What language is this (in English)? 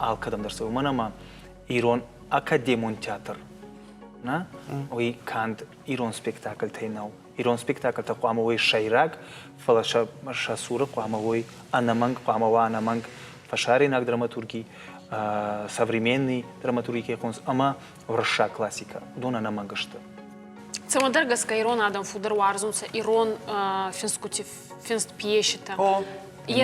Ossetic